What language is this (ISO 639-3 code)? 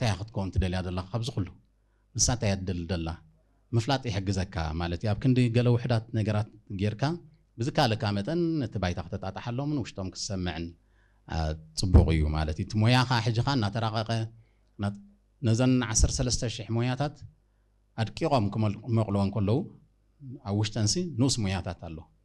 tir